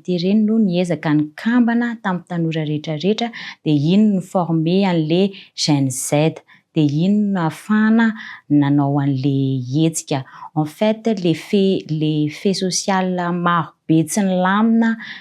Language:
Malagasy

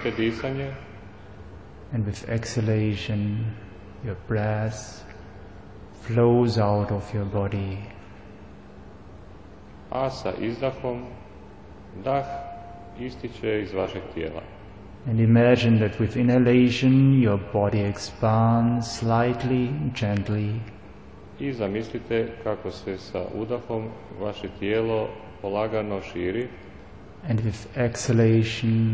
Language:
Croatian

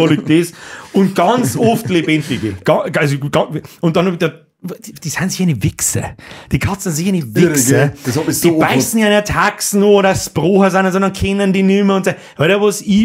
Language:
Bavarian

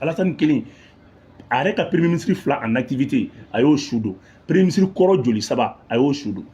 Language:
Bambara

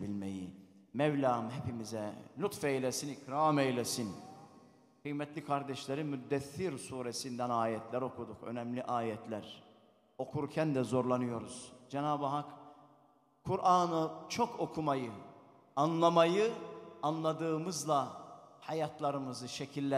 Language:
Turkish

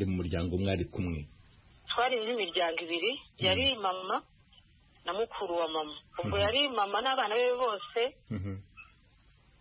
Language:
Kinyarwanda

